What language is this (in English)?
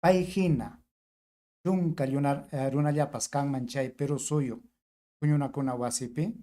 Ayacucho Quechua